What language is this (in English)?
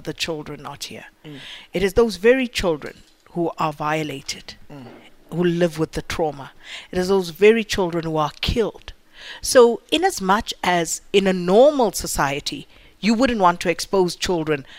English